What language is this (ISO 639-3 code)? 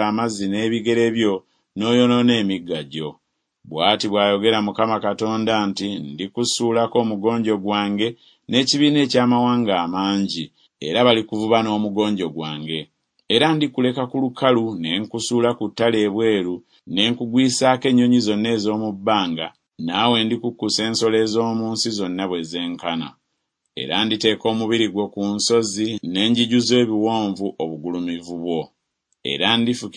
lug